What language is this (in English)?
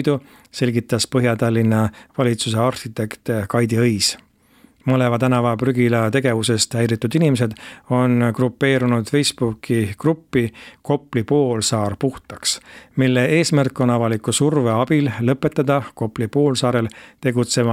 Estonian